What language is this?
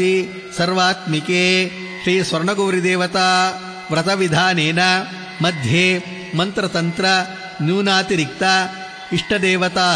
Kannada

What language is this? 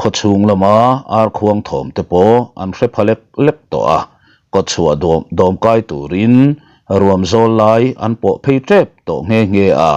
Mizo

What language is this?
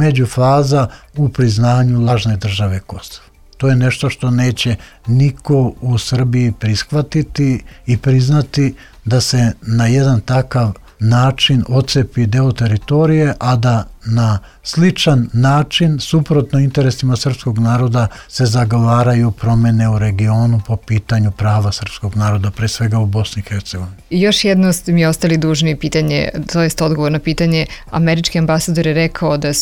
Serbian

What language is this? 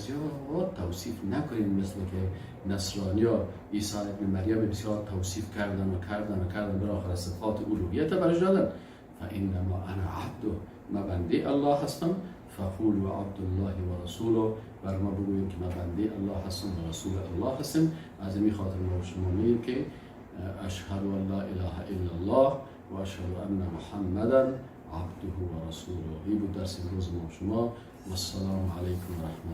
Persian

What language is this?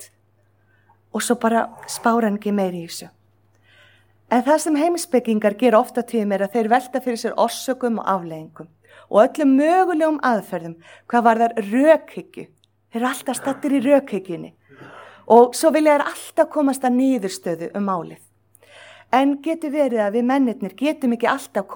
Icelandic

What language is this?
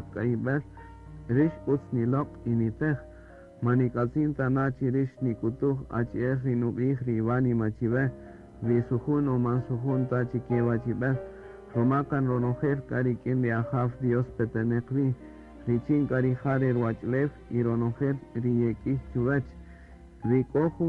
Kaqchikel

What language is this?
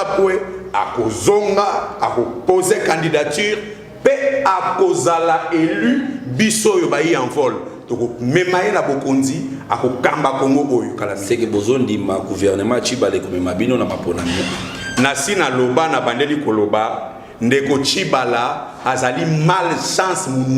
Lingala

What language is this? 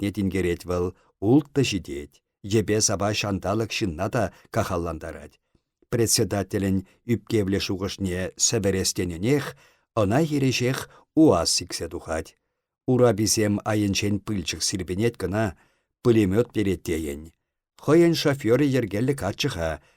Chuvash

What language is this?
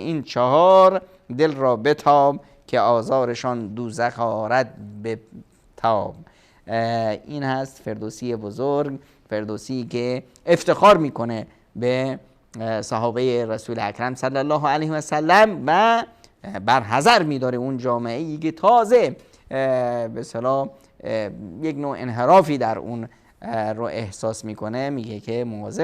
Persian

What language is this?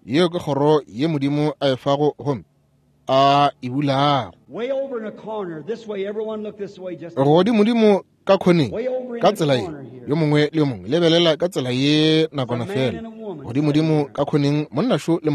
Northern Sotho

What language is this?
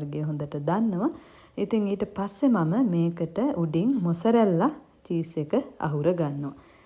Sinhala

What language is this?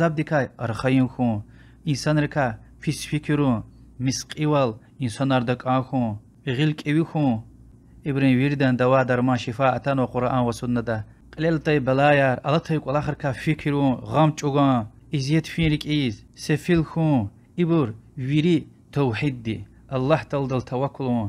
Lezghian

